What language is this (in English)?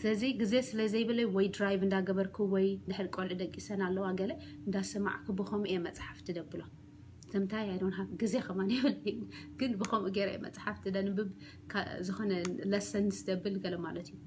Tigrinya